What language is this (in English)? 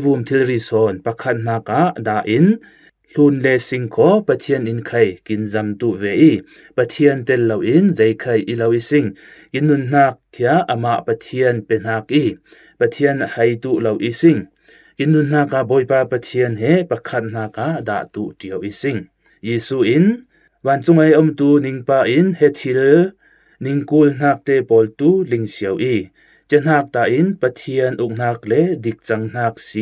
Falam Chin